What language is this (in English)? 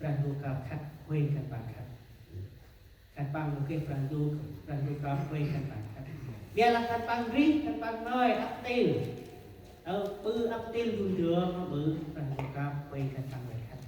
Central Mnong